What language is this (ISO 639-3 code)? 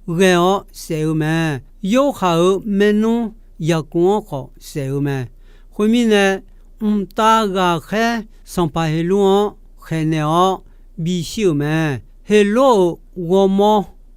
ahk